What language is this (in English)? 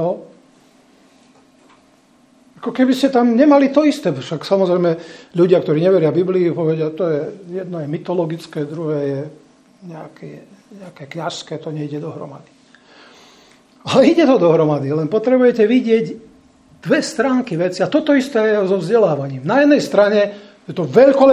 Slovak